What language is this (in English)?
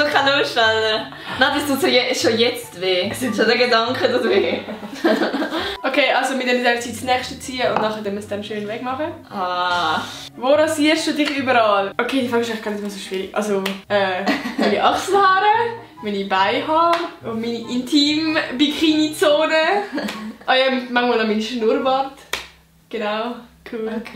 Swiss German